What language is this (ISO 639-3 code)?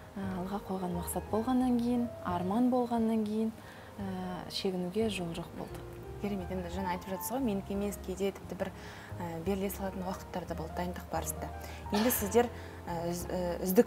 kaz